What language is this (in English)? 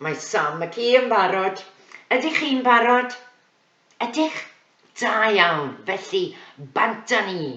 Welsh